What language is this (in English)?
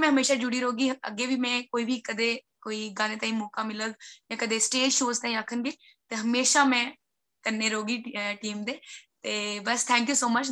Dogri